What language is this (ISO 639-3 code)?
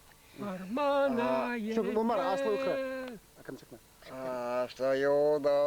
chv